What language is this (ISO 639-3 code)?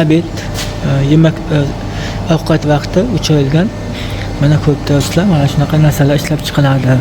uzb